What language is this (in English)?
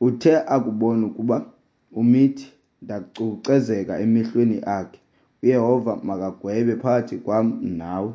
Xhosa